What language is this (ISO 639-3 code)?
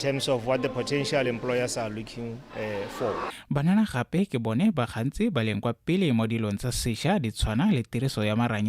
tsn